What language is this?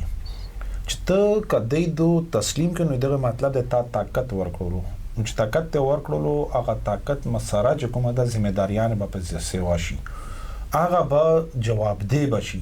Pashto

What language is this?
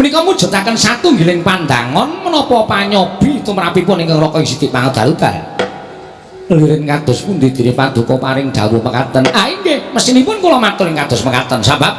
Javanese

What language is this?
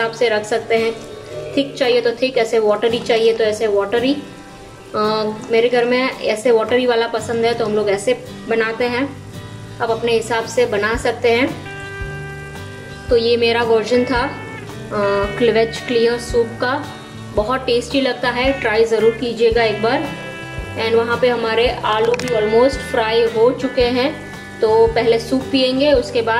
Hindi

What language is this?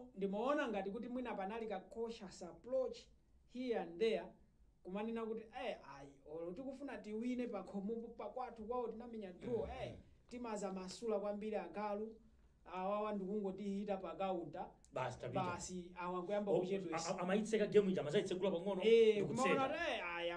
Nyanja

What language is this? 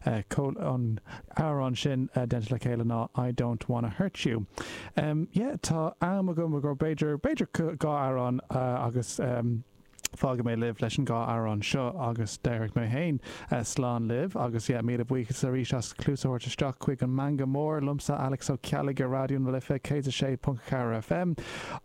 Irish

